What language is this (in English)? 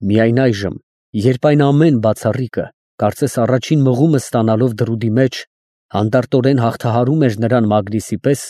Armenian